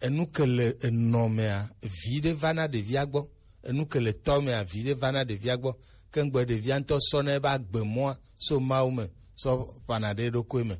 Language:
Gen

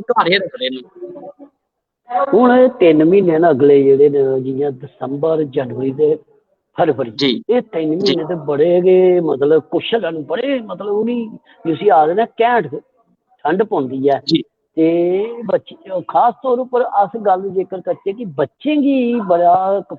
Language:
Dogri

